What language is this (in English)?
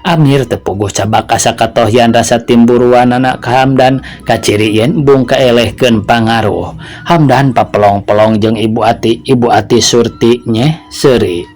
Sundanese